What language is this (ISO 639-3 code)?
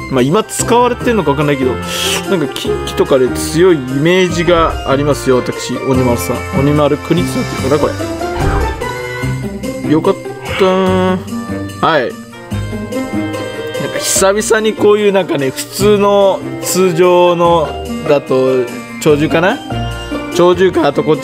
jpn